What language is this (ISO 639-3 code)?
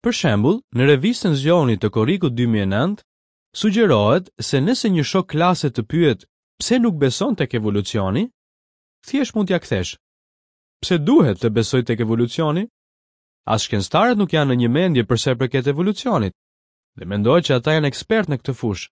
sqi